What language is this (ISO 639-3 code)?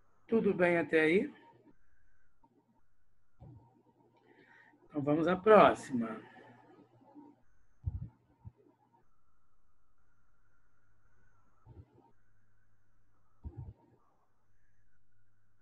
por